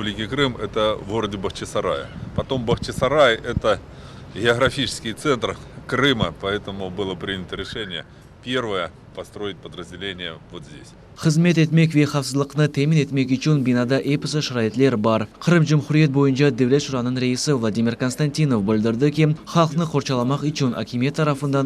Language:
Crimean Tatar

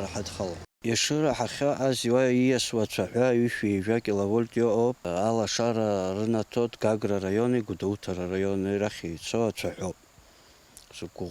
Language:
Abkhazian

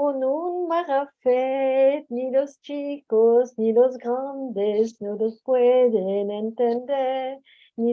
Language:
Ladino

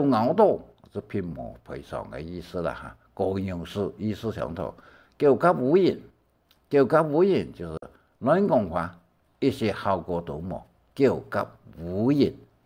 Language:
Hakka Chinese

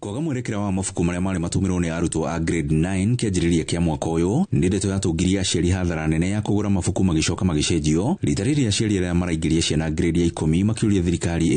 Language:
Kikuyu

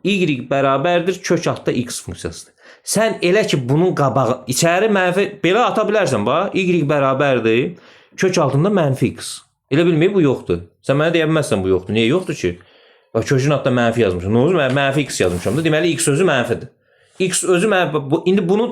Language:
Azerbaijani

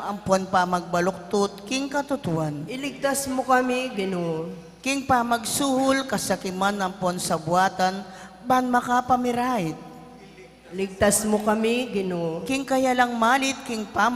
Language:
Pampanga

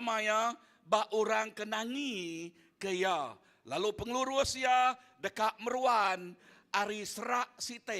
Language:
Iban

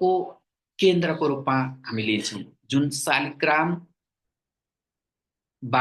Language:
Nepali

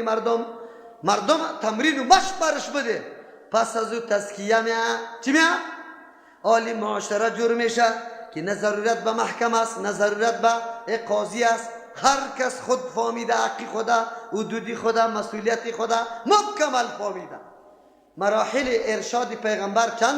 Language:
Persian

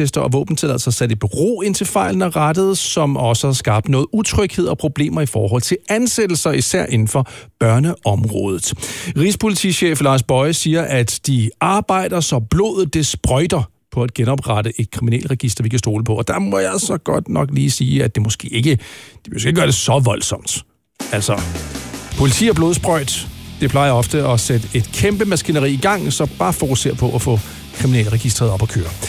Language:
Danish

